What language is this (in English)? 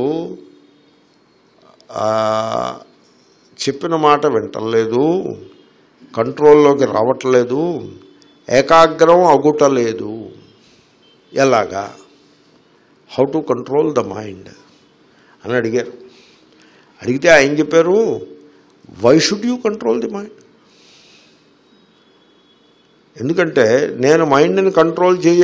Telugu